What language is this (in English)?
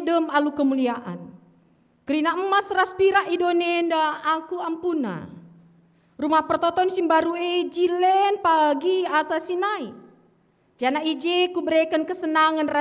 Batak Karo